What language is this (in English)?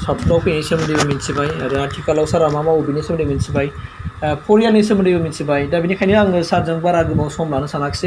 Bodo